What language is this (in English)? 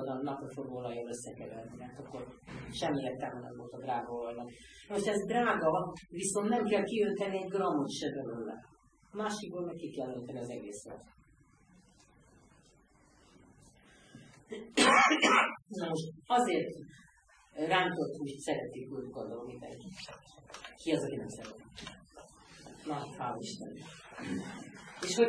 Hungarian